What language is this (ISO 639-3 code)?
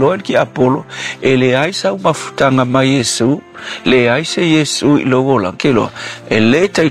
smo